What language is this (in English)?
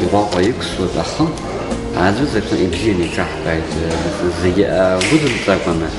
Abkhazian